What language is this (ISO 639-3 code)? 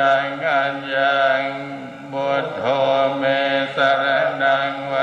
pli